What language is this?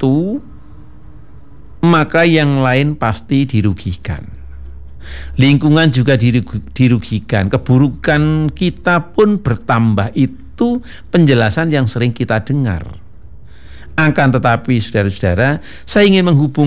Indonesian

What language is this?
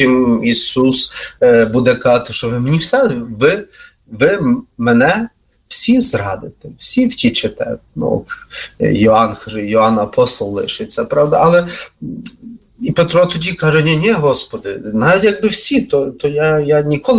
Ukrainian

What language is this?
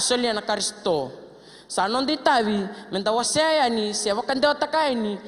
Fijian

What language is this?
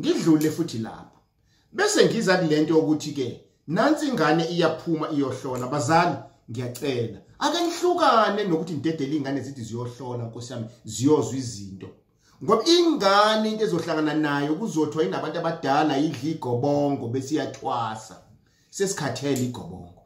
Zulu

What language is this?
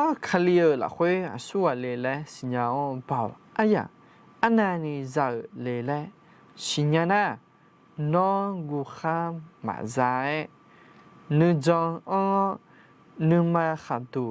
Akha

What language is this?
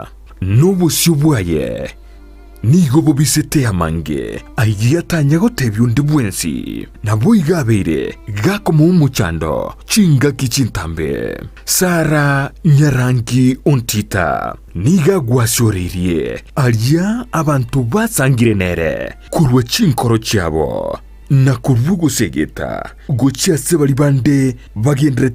Gusii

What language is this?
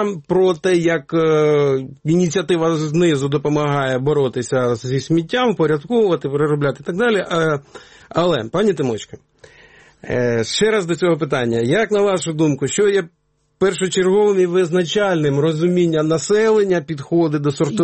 Ukrainian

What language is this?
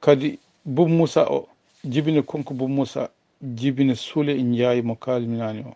Fula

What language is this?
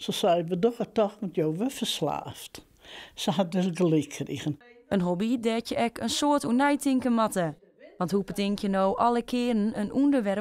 Western Frisian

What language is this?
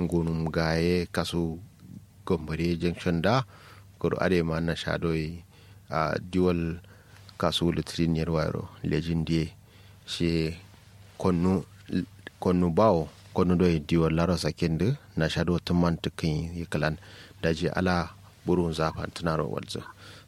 Kanuri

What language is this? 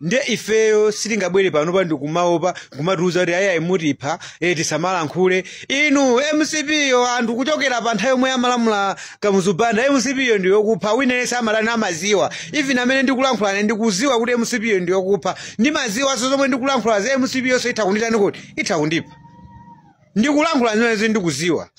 Nyanja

